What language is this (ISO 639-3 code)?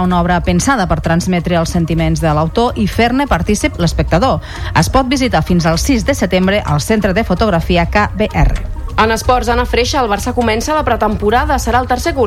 cat